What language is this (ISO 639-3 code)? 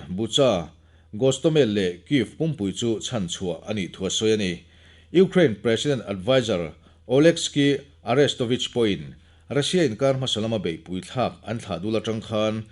lus